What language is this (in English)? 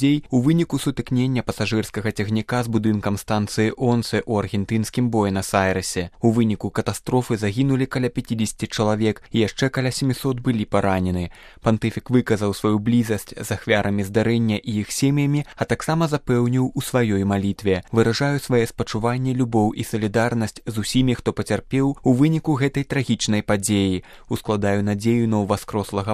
Belarusian